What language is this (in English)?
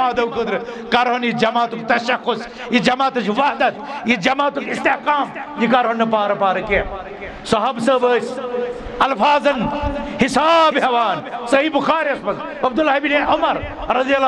Kashmiri